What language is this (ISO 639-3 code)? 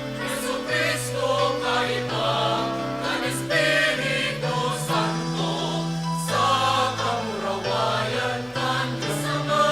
bik